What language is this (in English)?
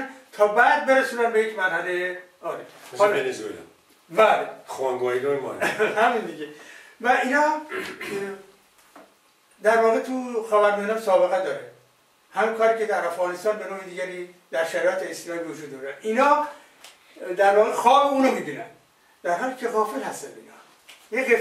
Persian